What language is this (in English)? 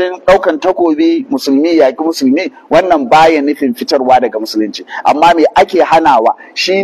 Hausa